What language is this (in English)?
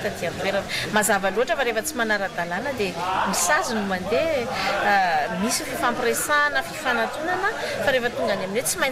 Malagasy